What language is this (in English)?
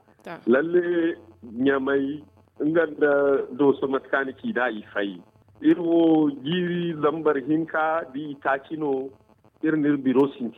Zarma